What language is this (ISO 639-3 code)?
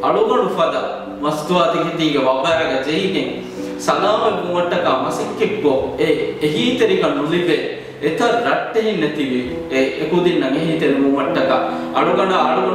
div